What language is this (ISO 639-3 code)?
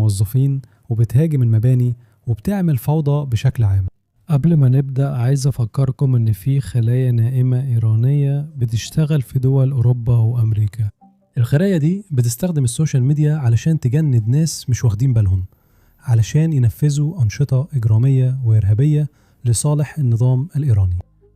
arz